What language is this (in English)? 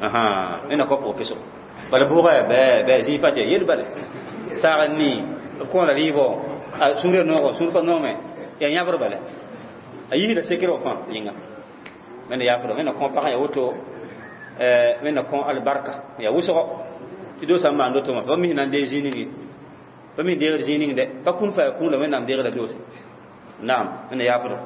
Mossi